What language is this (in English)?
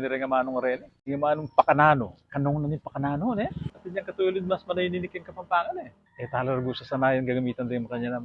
Pampanga